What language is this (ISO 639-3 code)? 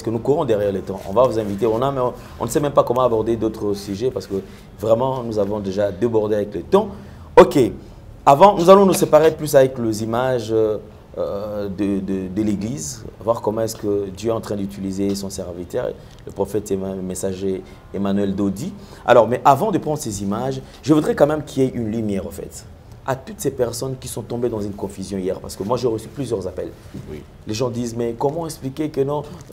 fra